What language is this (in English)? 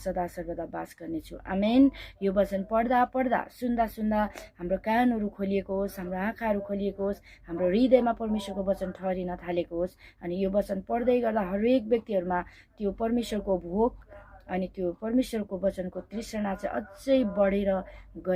Nepali